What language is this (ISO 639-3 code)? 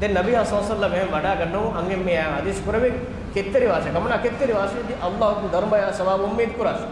div